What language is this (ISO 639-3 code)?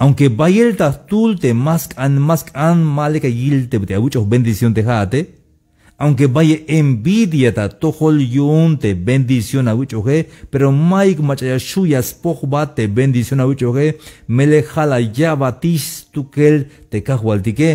tzh